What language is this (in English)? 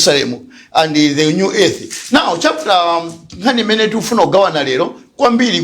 Nyanja